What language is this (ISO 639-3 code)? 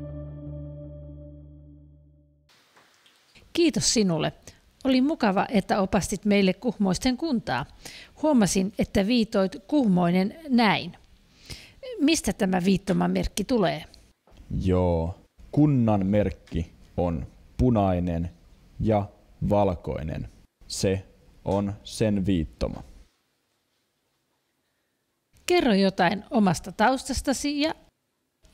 fin